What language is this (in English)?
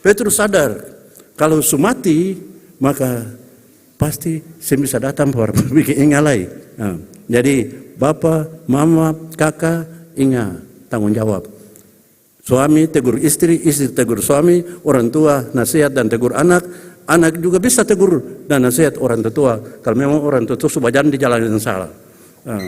Ambonese Malay